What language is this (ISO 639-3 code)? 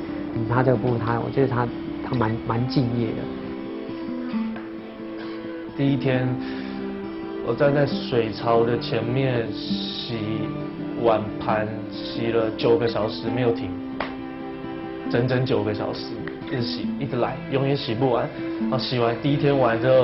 zho